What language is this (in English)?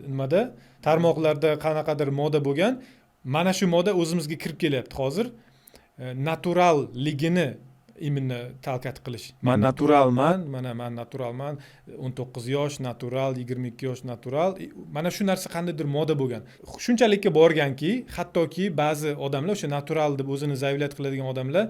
Uzbek